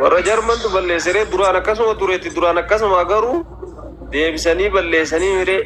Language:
Oromo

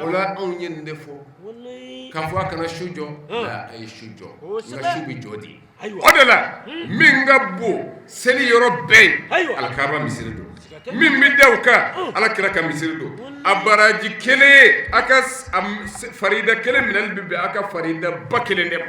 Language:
Bambara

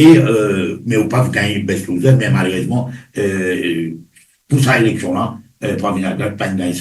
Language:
Morisyen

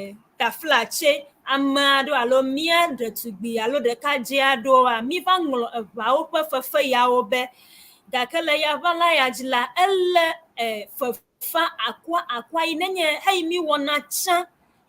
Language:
Ewe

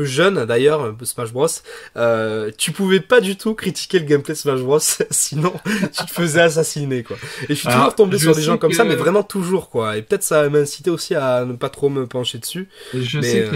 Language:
French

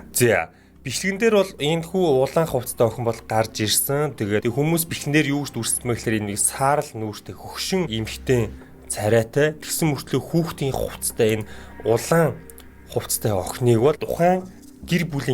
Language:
Mongolian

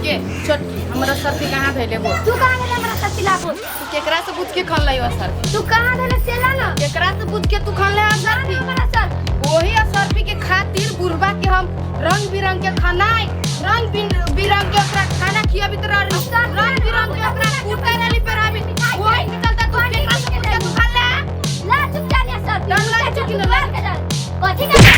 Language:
Maithili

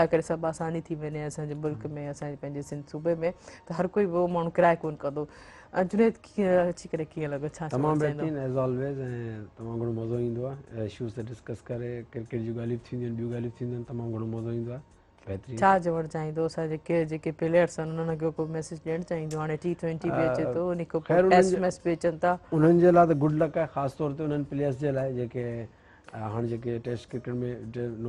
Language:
Sindhi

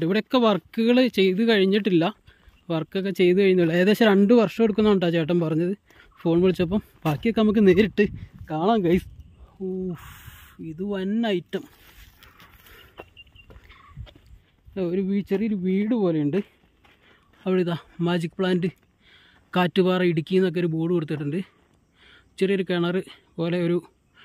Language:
Malayalam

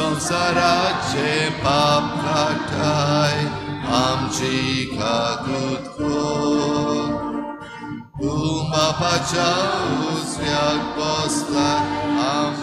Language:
Konkani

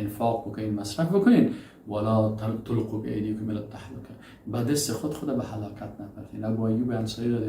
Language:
Persian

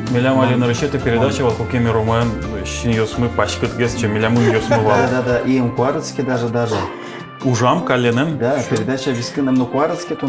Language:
Udmurt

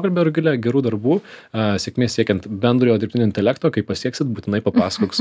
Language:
Lithuanian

